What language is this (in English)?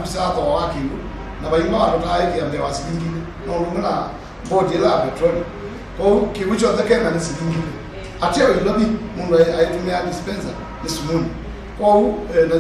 Kamba